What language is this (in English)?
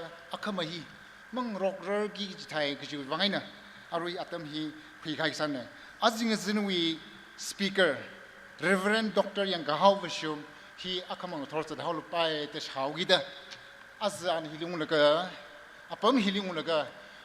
Tangkhul Naga (India)